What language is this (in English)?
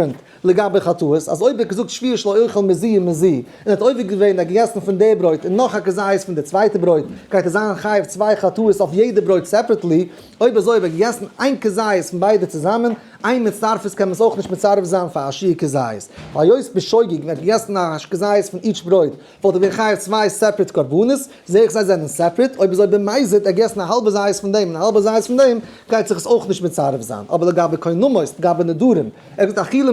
Yiddish